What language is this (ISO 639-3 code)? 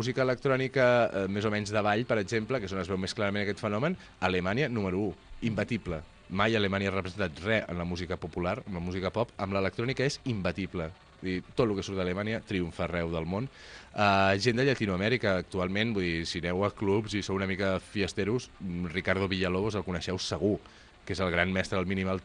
cat